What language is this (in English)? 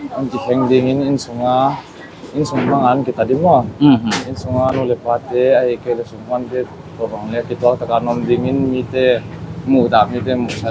Paite Chin